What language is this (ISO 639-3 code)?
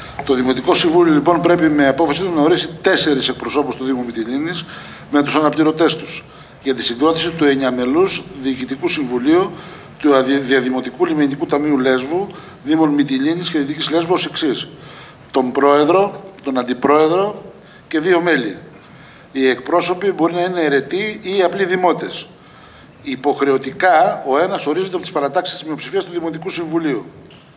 ell